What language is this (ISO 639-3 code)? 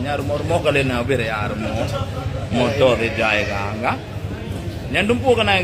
ace